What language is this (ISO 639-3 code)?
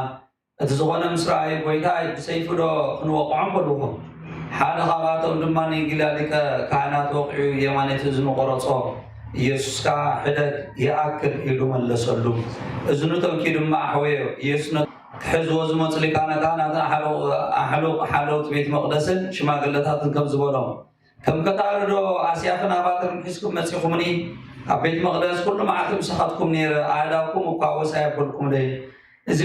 tir